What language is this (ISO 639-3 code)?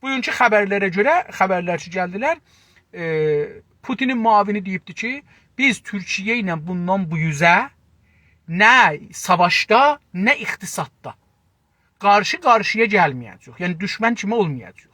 azb